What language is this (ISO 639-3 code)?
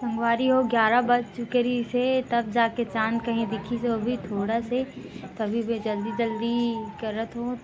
hne